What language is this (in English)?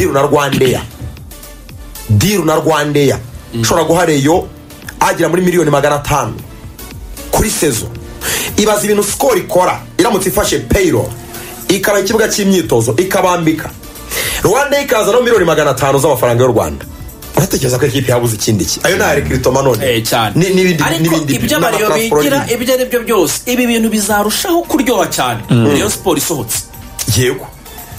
Kinyarwanda